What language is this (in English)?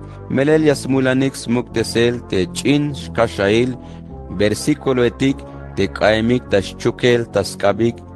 Tzeltal